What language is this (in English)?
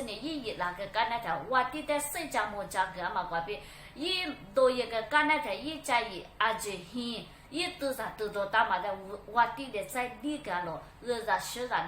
Lisu